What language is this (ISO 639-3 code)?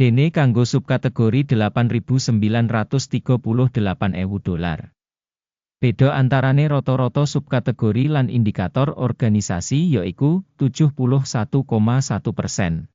jav